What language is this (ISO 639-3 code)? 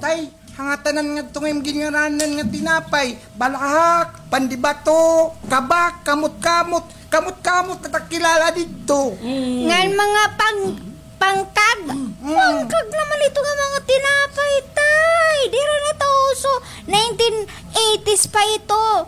war